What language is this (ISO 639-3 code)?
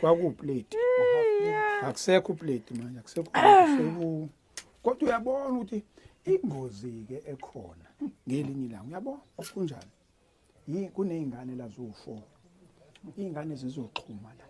zul